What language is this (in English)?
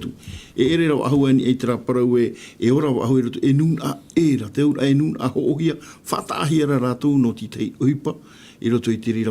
Tahitian